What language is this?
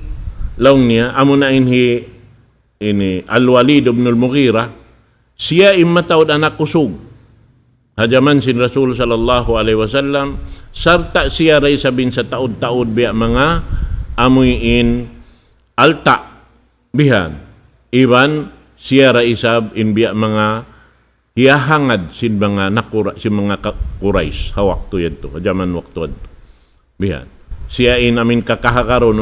Tausug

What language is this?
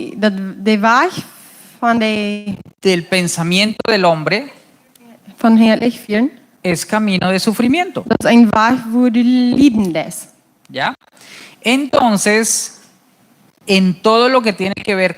Plautdietsch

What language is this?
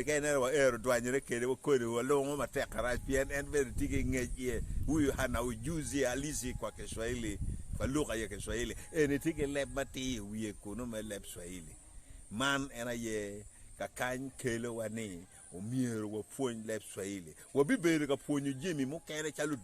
Acoli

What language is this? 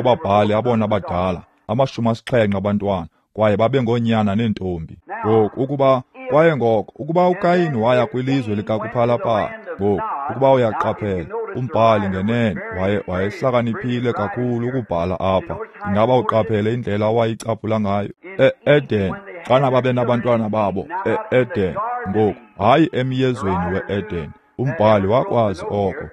Xhosa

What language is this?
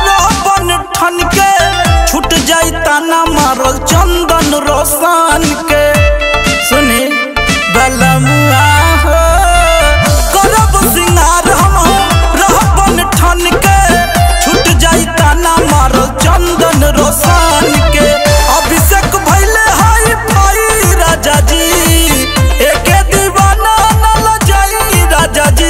Bhojpuri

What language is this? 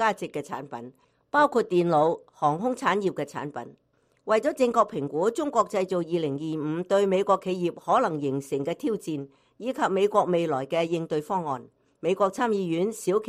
Cantonese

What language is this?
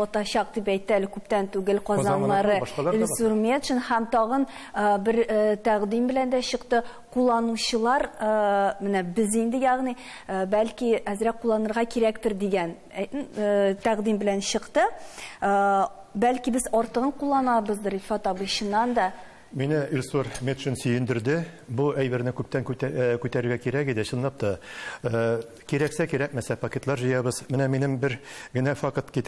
Tatar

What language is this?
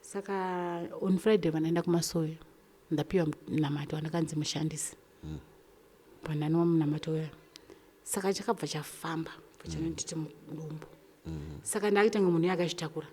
Shona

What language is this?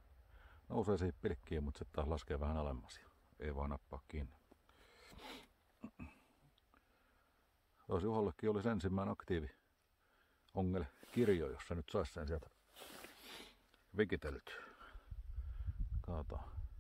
Finnish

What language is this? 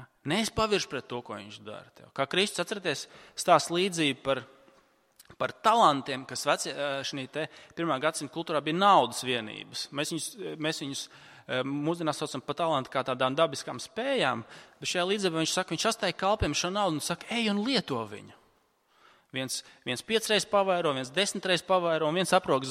Latvian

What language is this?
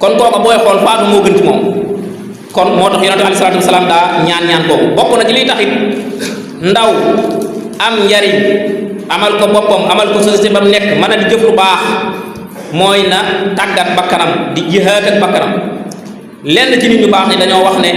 Wolof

